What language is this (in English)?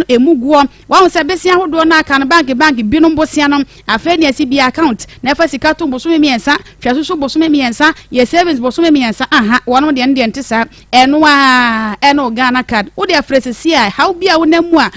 Akan